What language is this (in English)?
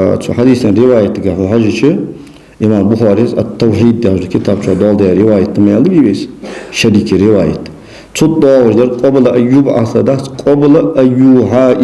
Ingush